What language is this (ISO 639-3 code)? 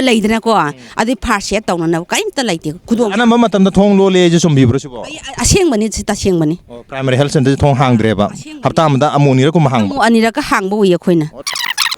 mni